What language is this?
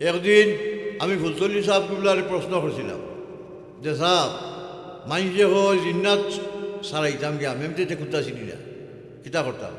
Sylheti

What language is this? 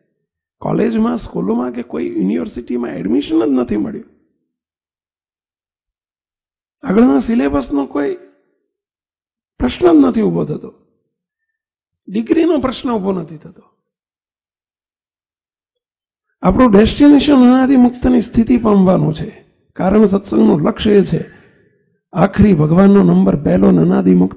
Gujarati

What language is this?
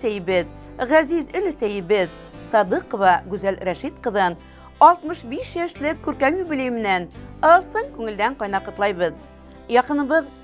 Bashkir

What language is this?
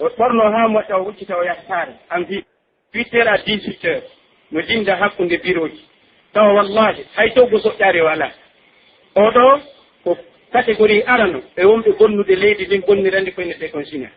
Pular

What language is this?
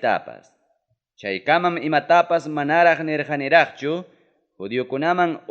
Ayacucho Quechua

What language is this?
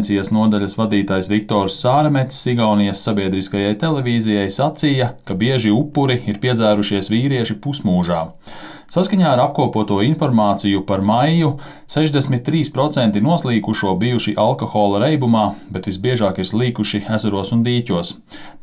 Latvian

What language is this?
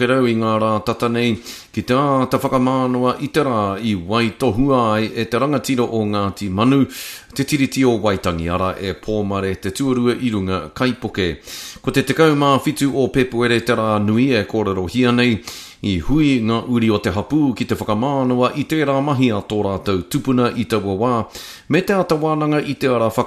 Māori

